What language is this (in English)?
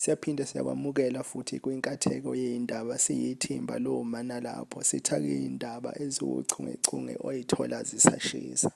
Zulu